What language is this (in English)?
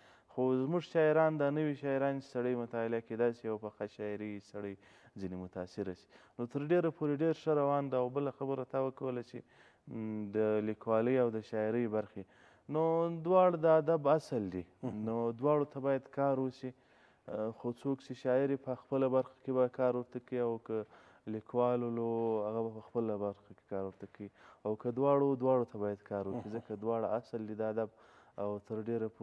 Pashto